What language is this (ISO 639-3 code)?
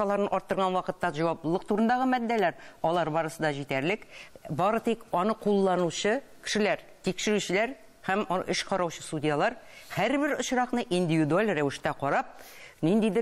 tat